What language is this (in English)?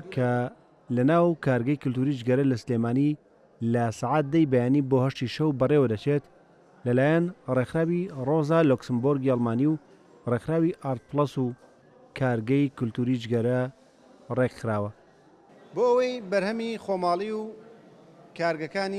Central Kurdish